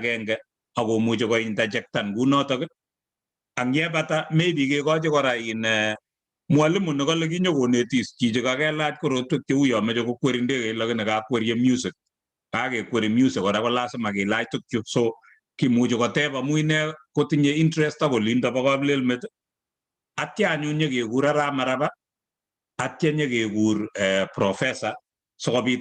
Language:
Kalenjin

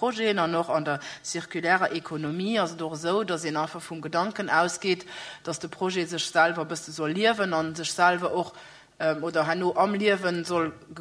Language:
Luxembourgish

